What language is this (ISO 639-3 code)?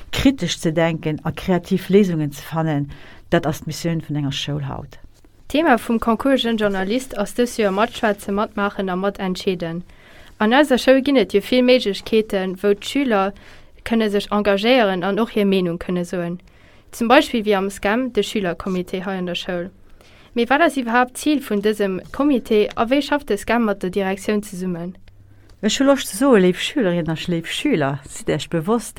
ltz